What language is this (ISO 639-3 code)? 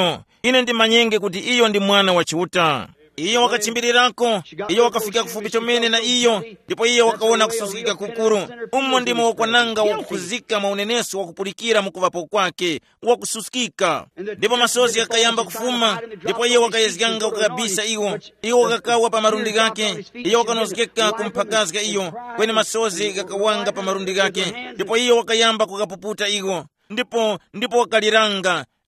tum